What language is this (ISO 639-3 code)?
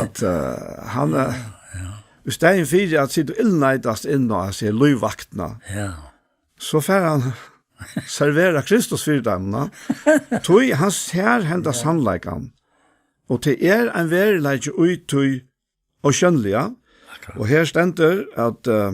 fao